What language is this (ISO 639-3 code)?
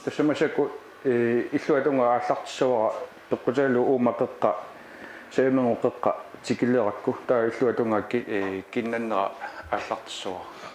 kal